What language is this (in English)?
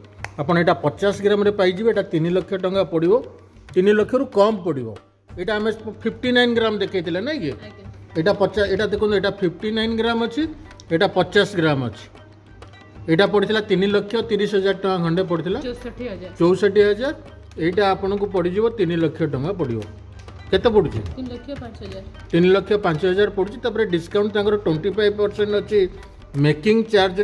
Odia